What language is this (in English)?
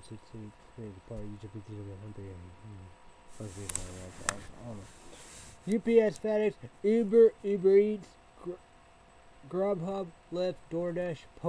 English